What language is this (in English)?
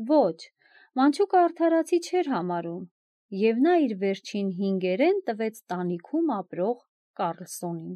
Armenian